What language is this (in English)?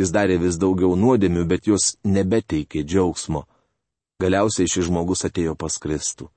Lithuanian